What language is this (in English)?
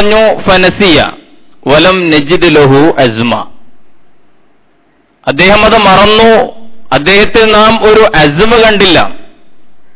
Malayalam